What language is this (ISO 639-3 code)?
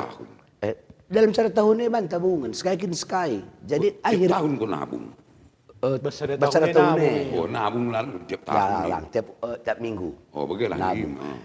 btx